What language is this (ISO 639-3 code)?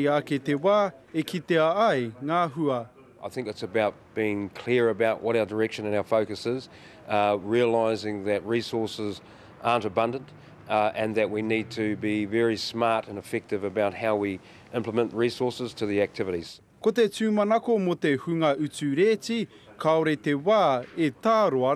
mri